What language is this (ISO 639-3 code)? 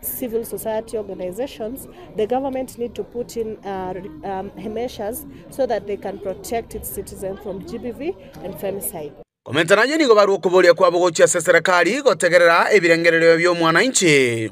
guz